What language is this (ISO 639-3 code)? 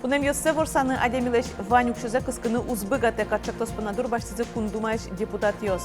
udm